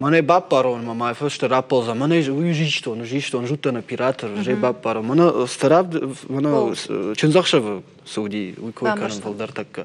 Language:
Ossetic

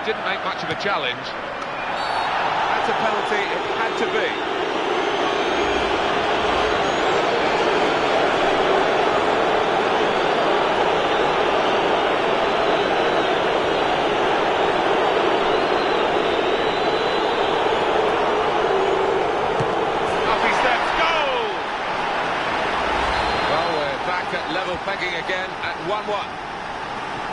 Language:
English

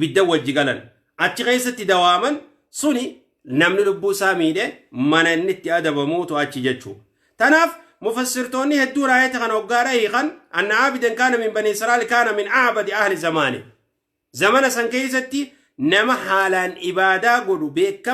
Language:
Oromo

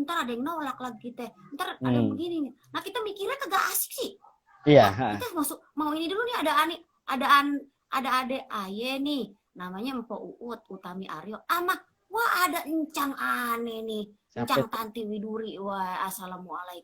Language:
Betawi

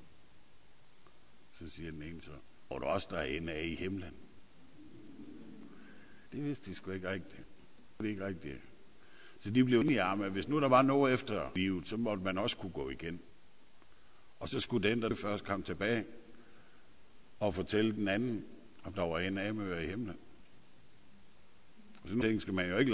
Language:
Danish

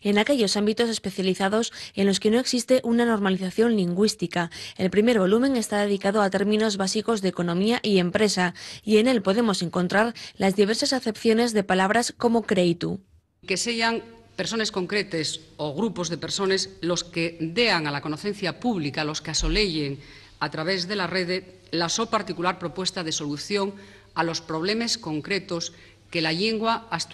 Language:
Asturian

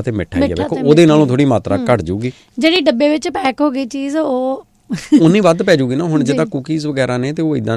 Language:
Punjabi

